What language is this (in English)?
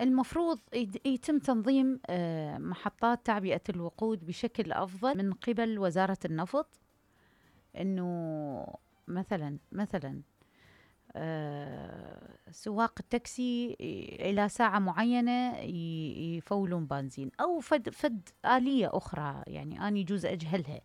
Mesopotamian Arabic